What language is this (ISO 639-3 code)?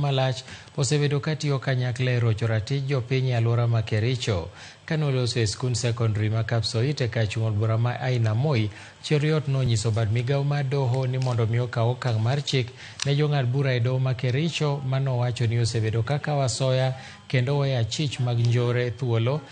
luo